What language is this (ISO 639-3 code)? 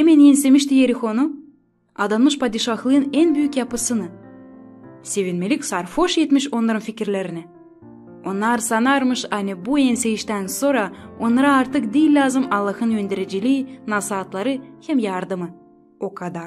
gag